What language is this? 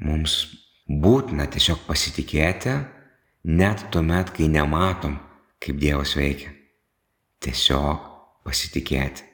Lithuanian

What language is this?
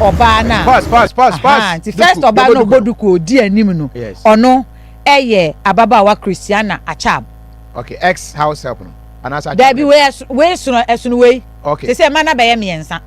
Akan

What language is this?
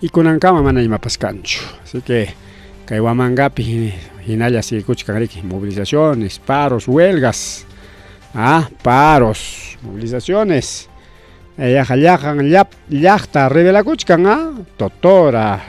Ayacucho Quechua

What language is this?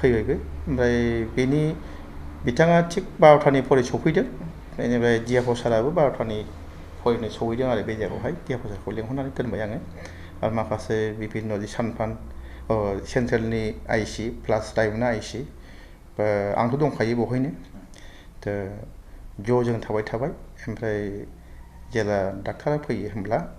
Bodo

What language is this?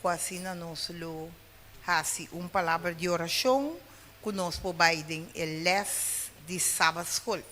Papiamento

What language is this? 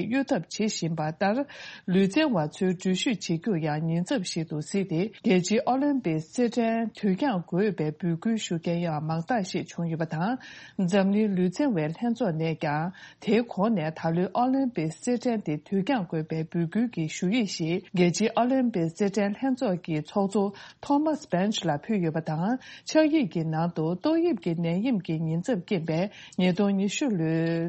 Tibetan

